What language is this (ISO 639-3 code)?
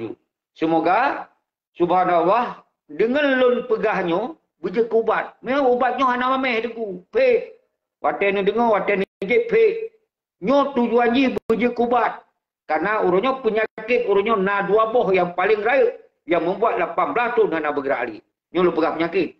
ace